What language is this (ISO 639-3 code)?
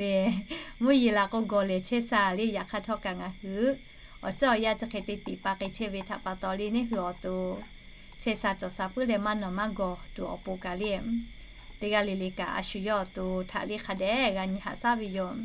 lhu